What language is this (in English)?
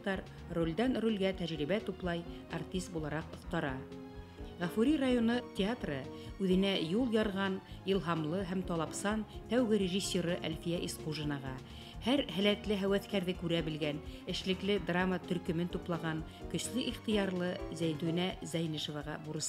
Bashkir